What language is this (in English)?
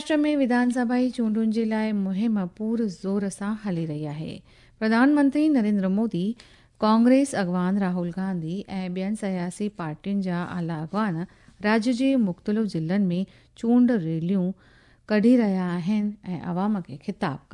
Sindhi